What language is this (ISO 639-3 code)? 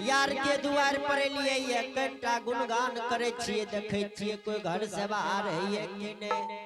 anp